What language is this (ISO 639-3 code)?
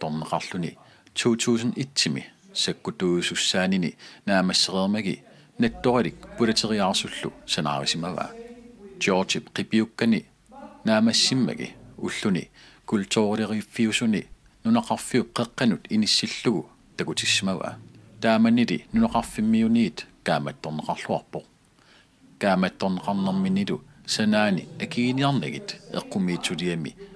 kal